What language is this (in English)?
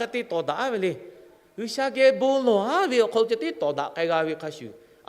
Lahu